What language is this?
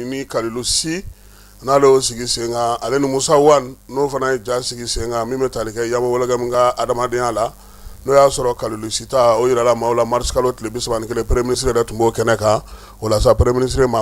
Bambara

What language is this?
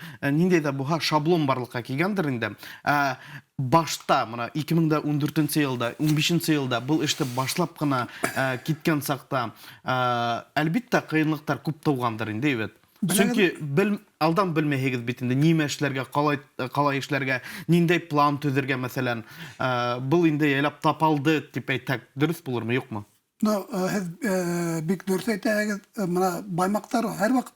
Bashkir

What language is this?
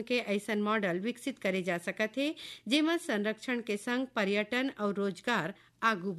Chhattisgarhi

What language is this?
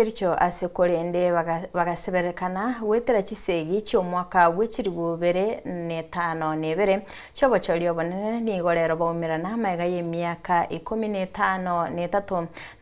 Gusii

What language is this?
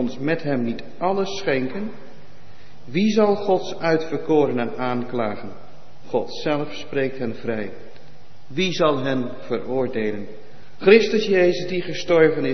Dutch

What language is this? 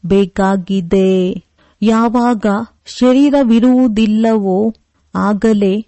Kannada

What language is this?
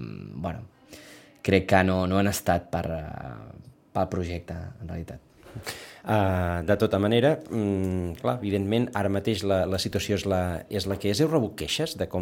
Catalan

